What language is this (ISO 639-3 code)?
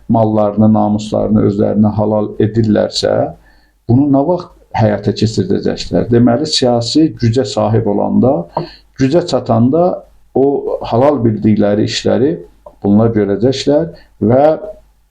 aze